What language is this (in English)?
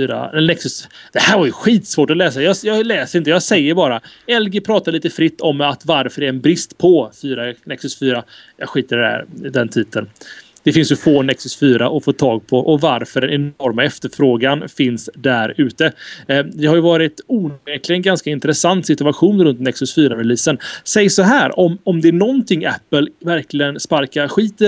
Swedish